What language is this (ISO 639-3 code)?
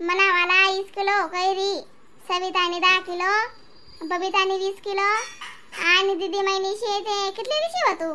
khn